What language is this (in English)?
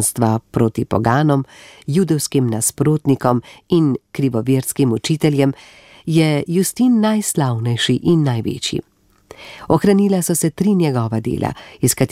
Slovenian